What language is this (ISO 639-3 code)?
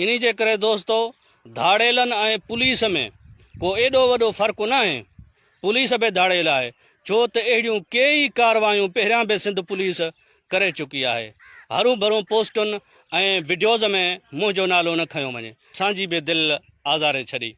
snd